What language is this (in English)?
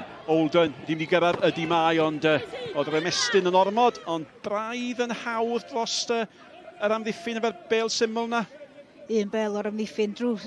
Welsh